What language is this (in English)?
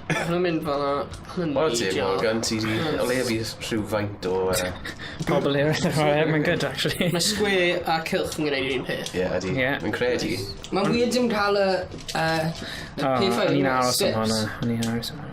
Welsh